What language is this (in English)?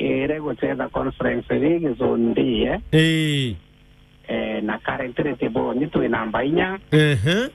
Meru